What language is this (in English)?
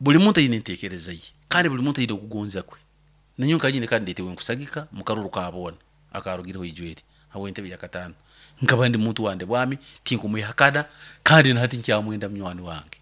Nyoro